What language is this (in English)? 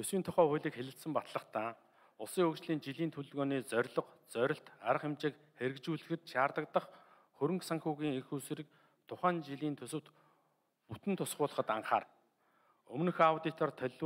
Mongolian